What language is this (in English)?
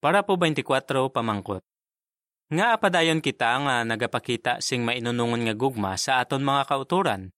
Hiligaynon